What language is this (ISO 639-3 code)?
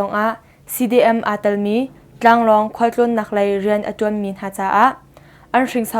cnh